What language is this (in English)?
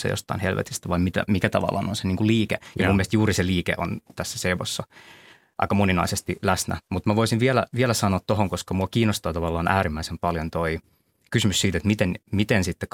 Finnish